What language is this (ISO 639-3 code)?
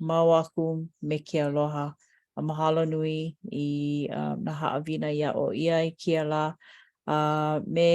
haw